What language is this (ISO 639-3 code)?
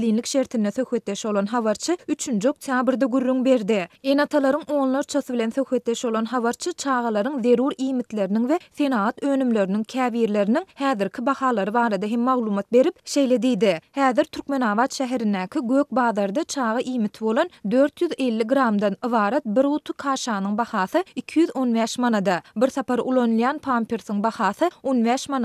tuk